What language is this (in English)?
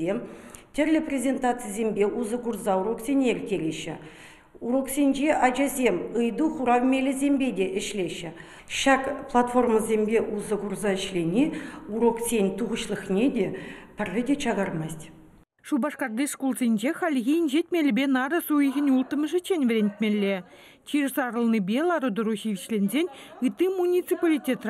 Chuvash